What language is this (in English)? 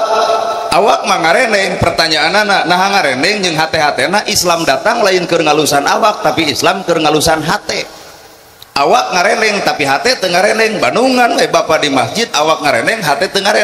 Sundanese